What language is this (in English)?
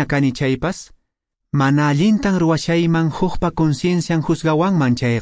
Quechua